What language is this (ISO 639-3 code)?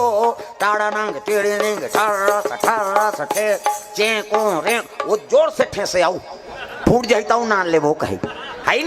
hne